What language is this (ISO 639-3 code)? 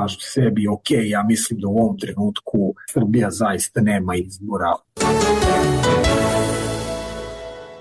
srp